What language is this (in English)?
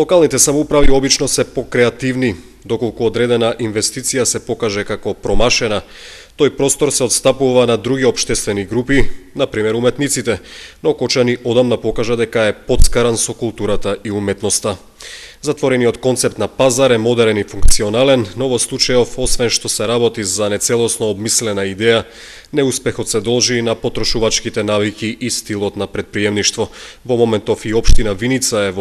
Macedonian